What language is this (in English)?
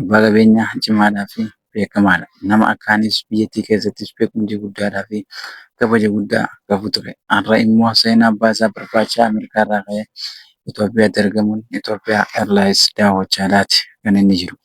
Oromo